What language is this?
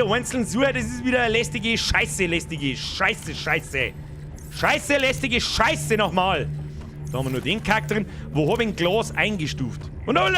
Bavarian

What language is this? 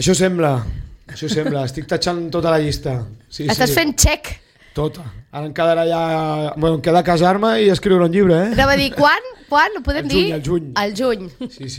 Catalan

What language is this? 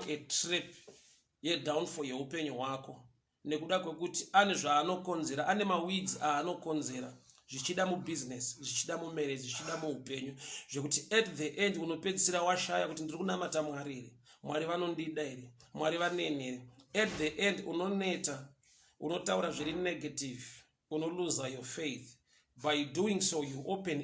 Shona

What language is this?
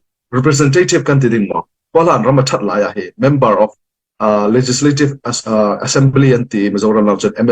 Falam Chin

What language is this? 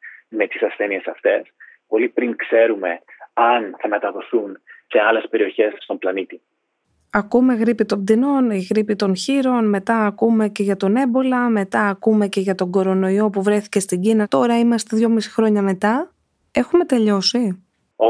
Greek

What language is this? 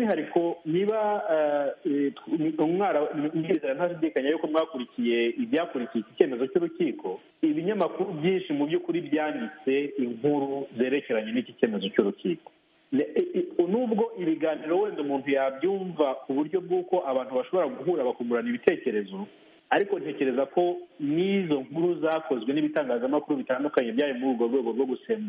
Kinyarwanda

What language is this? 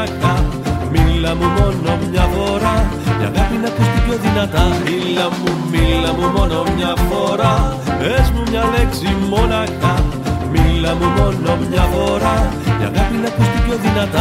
Greek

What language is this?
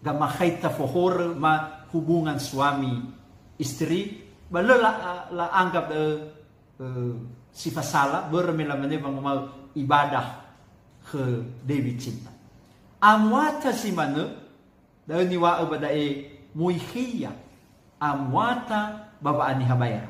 Nias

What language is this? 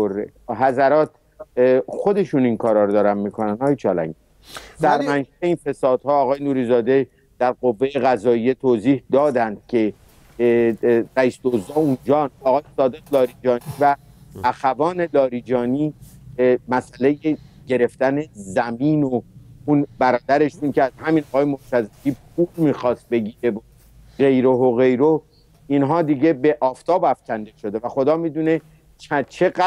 Persian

